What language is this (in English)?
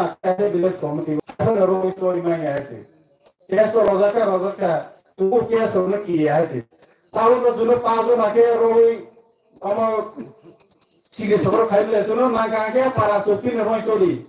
Kok Borok